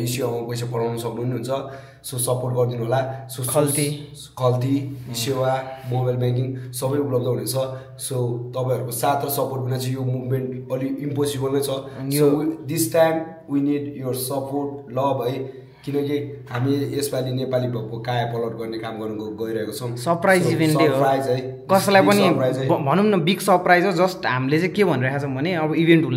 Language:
Nepali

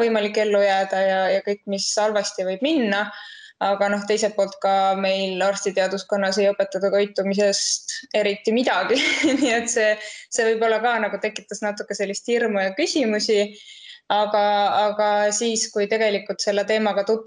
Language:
Estonian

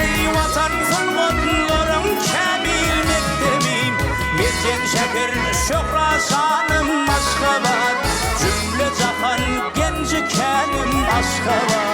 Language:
Turkmen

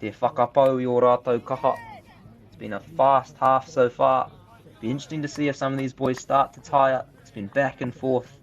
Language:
Māori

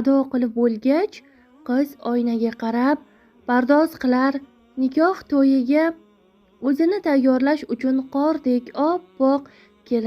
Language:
Uzbek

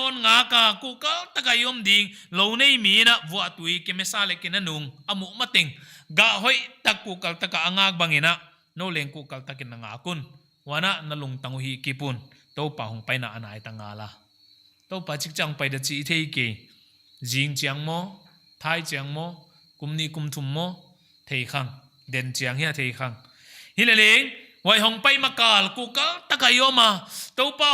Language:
Paite Chin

